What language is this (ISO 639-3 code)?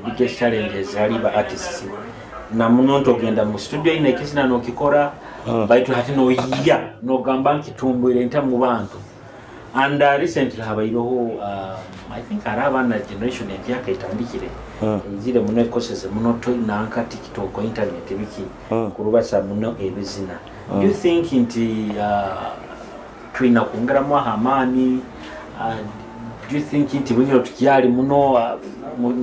nyo